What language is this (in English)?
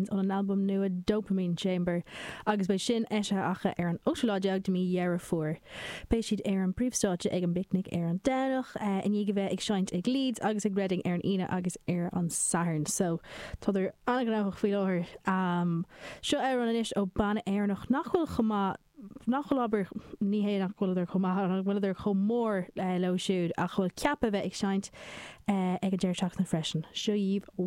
Irish